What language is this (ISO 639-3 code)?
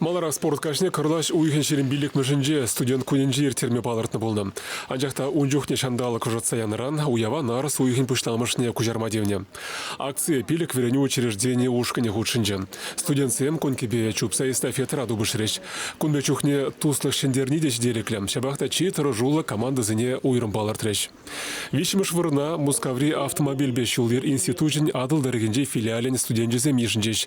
chv